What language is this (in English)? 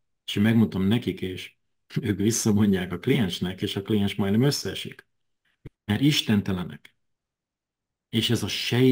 Hungarian